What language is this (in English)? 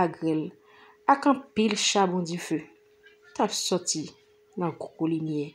Haitian Creole